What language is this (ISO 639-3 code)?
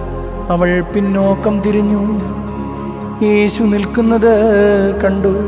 mal